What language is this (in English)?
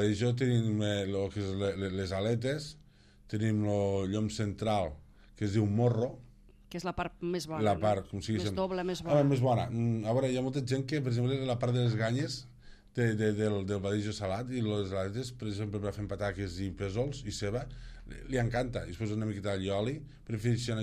Catalan